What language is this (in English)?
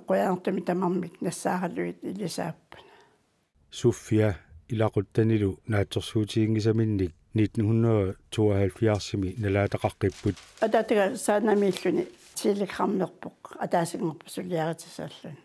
Kalaallisut